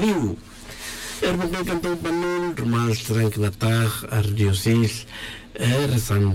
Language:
Tz'utujil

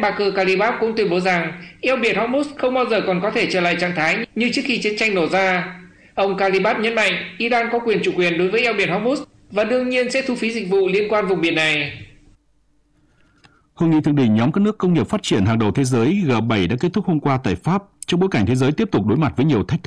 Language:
Vietnamese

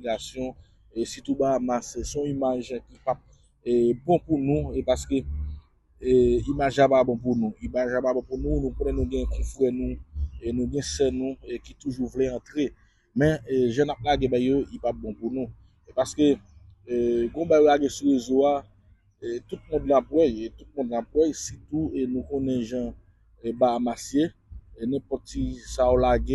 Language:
Haitian Creole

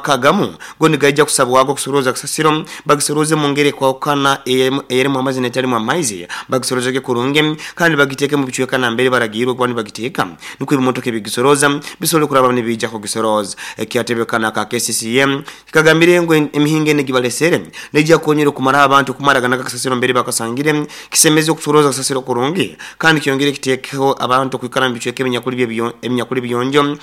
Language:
Nyoro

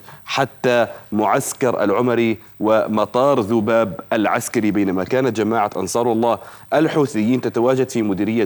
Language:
Arabic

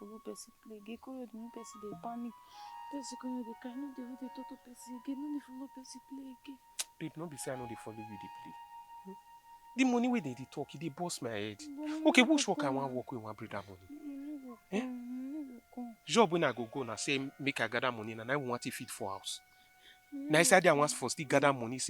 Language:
Nigerian Pidgin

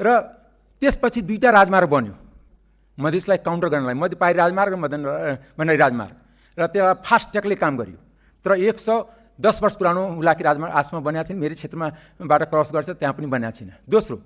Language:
Nepali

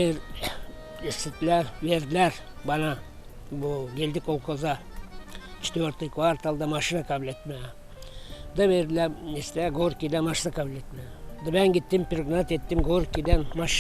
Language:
Gagauz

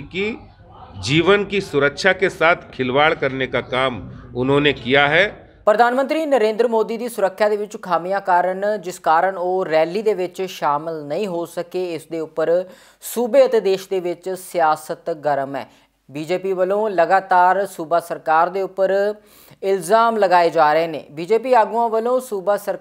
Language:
Punjabi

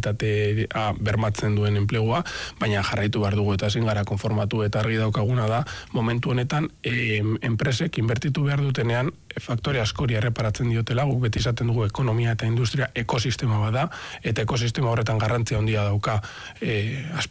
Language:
Basque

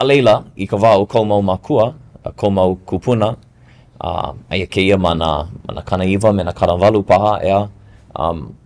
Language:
Hawaiian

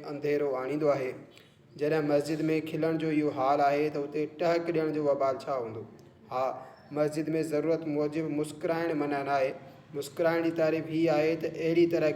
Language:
Sindhi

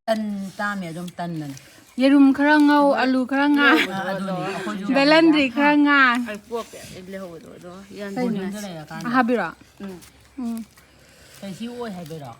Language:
Manipuri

